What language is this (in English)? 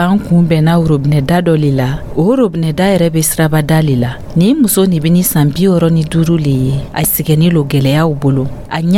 Dyula